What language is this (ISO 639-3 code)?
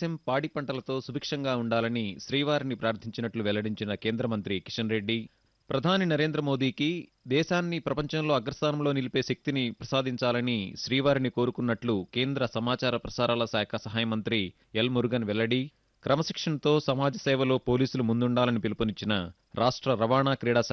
tel